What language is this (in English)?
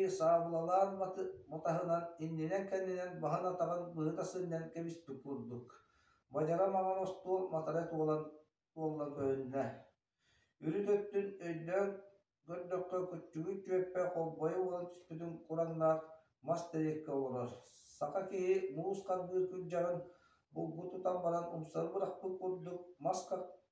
Yakut